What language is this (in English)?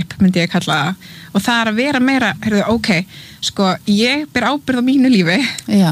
Icelandic